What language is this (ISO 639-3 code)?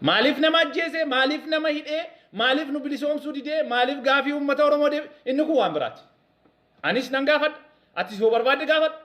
orm